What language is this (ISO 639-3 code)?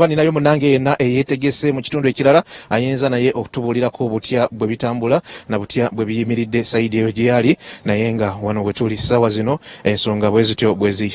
lug